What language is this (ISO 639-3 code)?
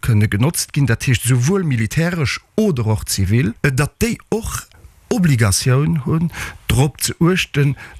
ltz